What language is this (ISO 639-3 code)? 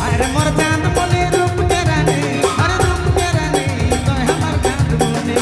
sck